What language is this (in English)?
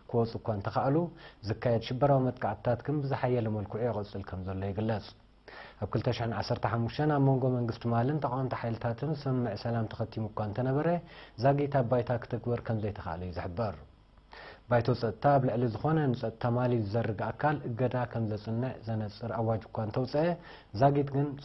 Tigrinya